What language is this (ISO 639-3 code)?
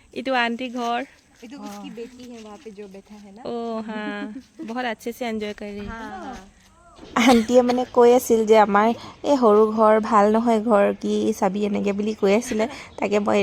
asm